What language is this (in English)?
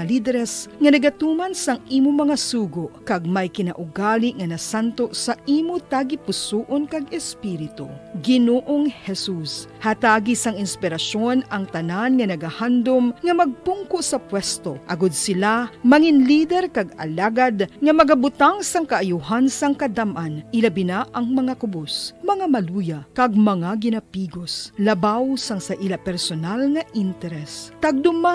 Hiligaynon